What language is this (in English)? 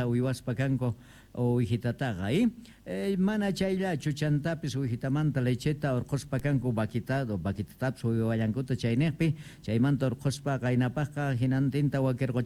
Quechua